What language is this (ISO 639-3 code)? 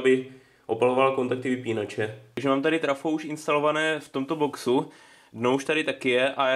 ces